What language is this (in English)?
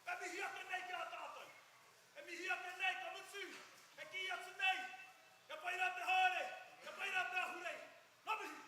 Māori